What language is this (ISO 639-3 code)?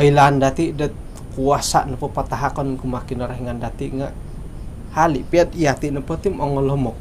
dtp